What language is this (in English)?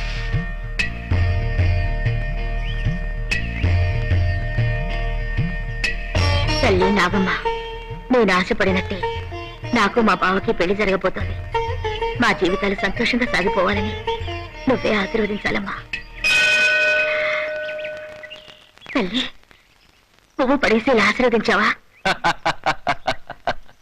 Telugu